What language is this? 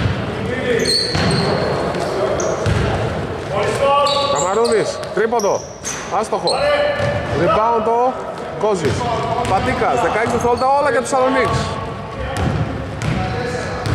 Greek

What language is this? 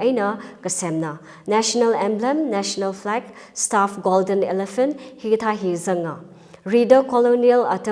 Tangkhul Naga (India)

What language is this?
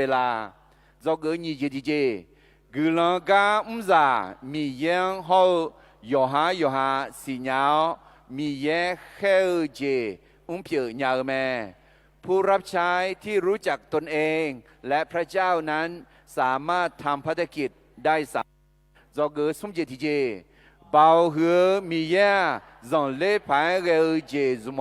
Akha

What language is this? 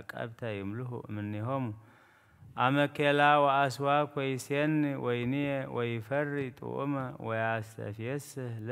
Geez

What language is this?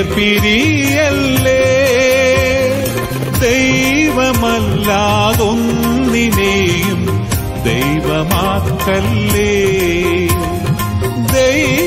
Malayalam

